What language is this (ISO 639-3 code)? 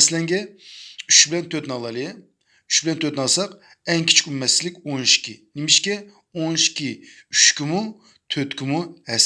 uig